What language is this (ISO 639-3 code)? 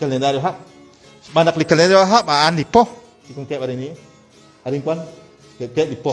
kek